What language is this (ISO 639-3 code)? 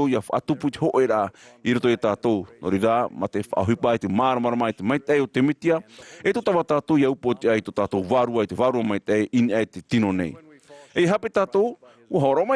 tah